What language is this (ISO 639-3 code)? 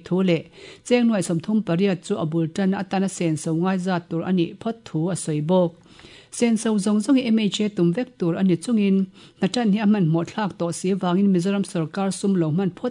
lus